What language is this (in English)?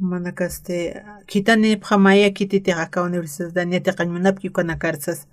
Aymara